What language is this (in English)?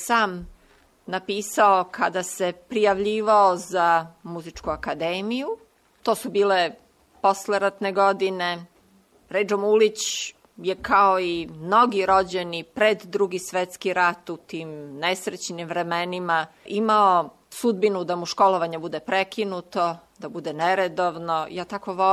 Serbian